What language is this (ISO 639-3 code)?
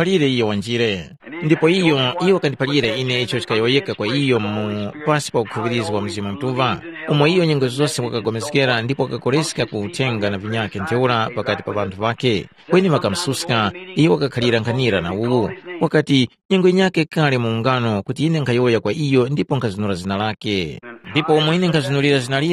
tum